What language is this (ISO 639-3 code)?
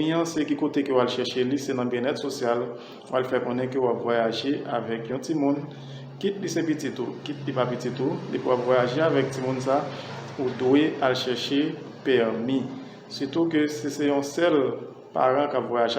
hat